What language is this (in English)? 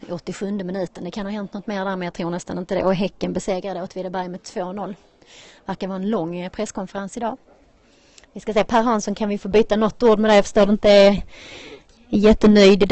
Swedish